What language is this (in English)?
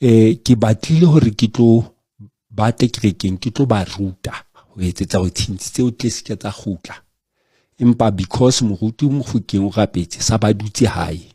Southern Sotho